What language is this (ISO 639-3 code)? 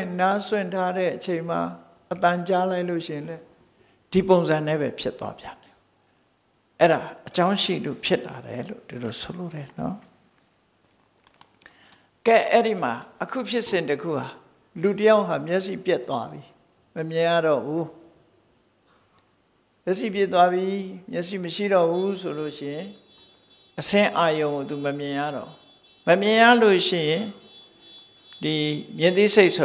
mya